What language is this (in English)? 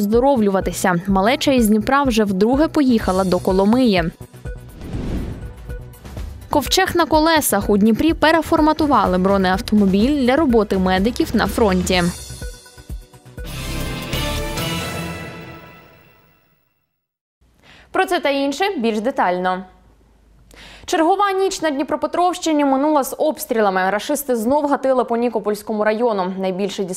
Ukrainian